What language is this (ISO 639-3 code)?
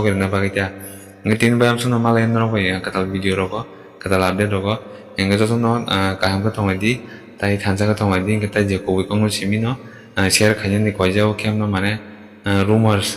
trp